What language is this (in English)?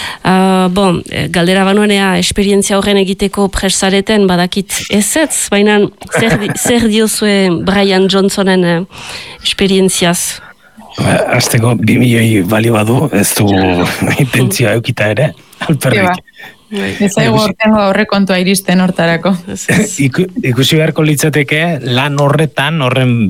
Basque